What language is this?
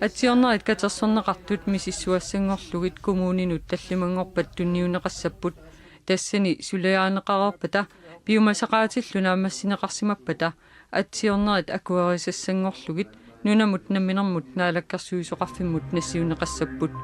Kalaallisut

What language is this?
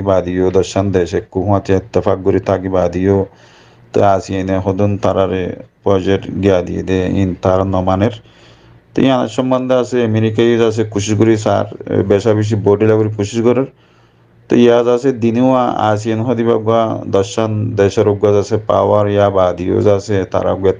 Rohingya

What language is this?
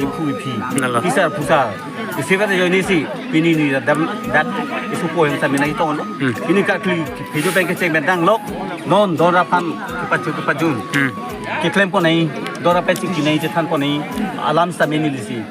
Karbi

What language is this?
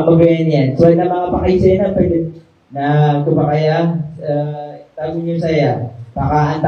Maranao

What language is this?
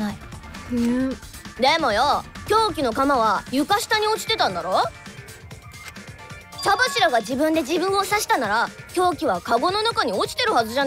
Japanese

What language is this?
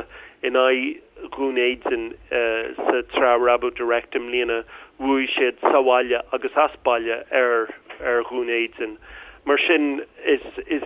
Irish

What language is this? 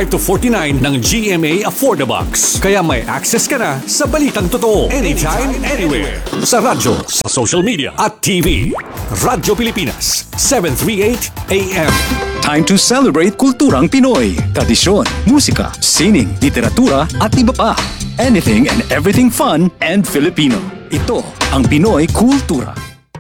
Filipino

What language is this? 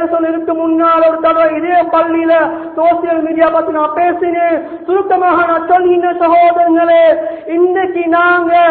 Tamil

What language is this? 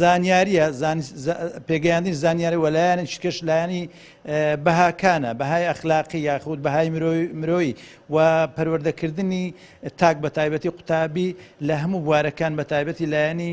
Central Kurdish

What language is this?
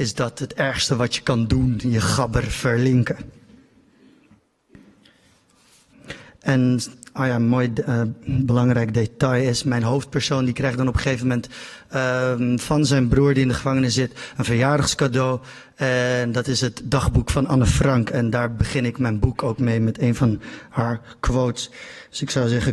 Dutch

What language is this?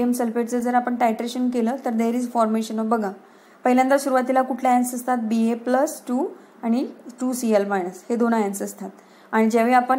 Marathi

